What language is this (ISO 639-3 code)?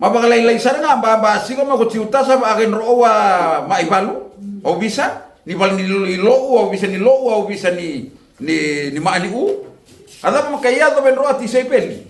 fij